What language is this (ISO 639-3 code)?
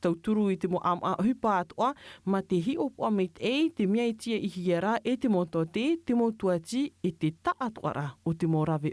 tah